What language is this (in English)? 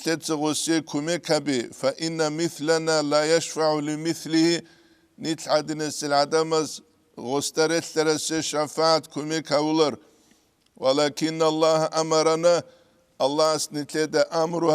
Avaric